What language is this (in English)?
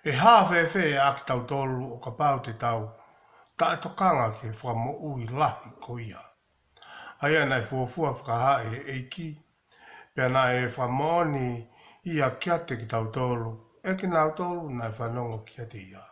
Tongan